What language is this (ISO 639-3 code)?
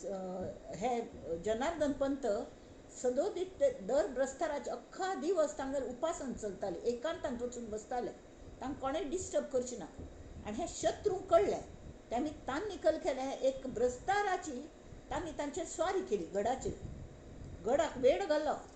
kok